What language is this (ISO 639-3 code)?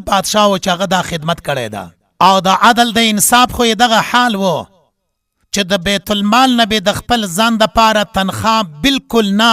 pus